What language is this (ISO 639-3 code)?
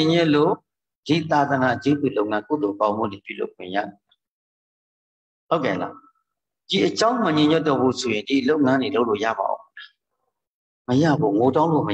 mya